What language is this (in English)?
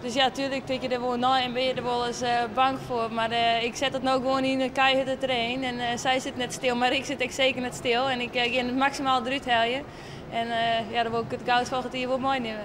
Western Frisian